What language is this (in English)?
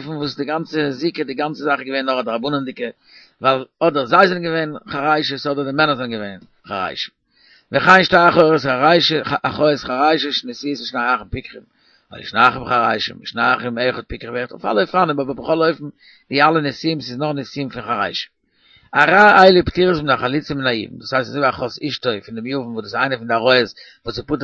Yiddish